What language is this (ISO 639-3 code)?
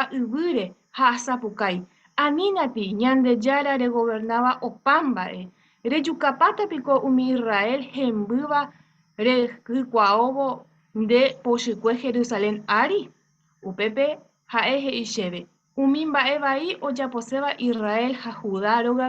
grn